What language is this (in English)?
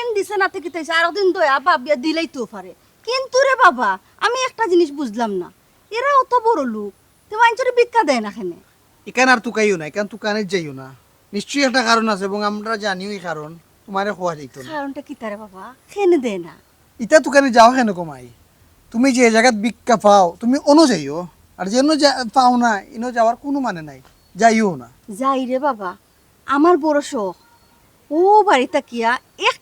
Sylheti